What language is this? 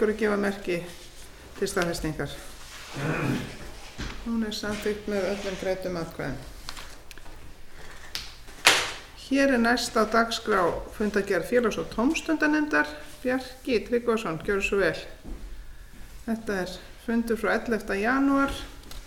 Icelandic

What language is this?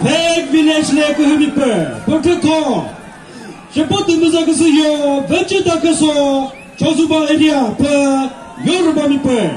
Chokri Naga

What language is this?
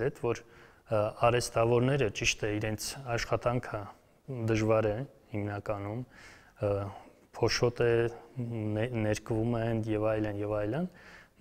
Armenian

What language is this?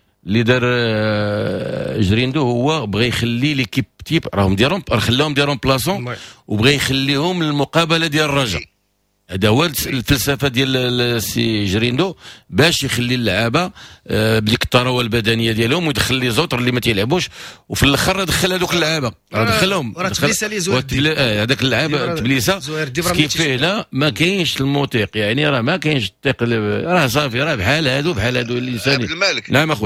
Moroccan Arabic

